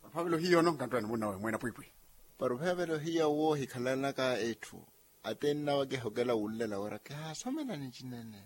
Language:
Makhuwa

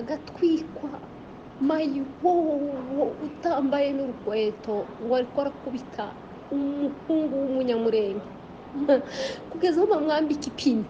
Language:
Kinyarwanda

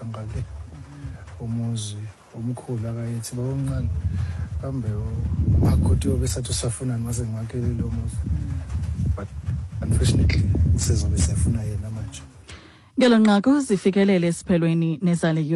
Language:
Xhosa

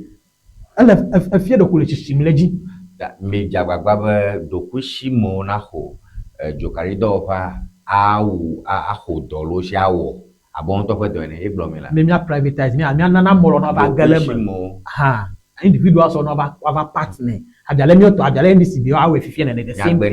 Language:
Ewe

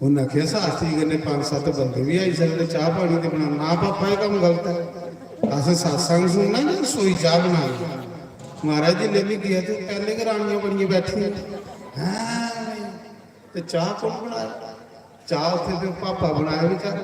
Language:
Dogri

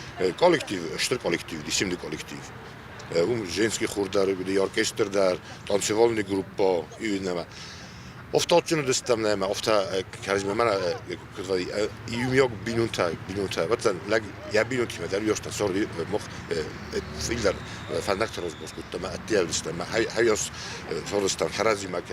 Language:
Ossetic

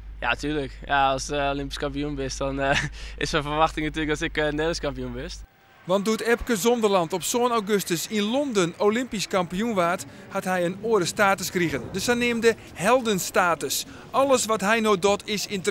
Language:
Western Frisian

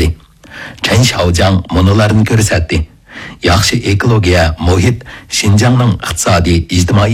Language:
Uyghur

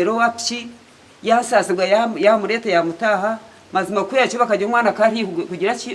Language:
Nyankole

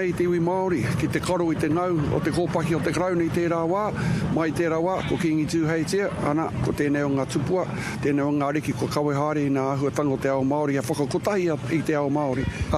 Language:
Māori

